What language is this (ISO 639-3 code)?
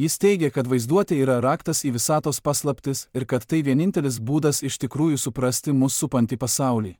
lit